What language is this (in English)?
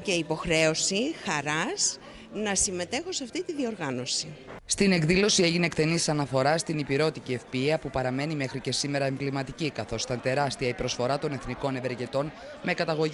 Greek